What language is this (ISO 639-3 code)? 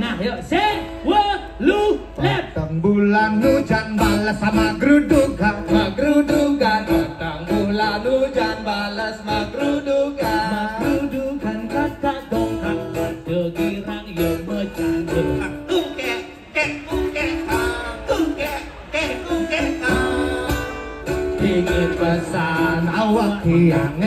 ban